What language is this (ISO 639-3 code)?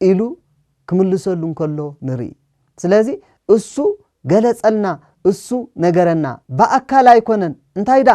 tir